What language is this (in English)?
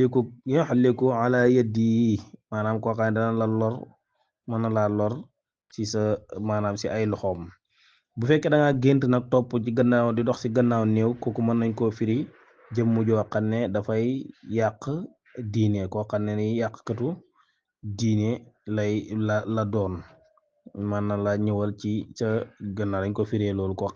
Wolof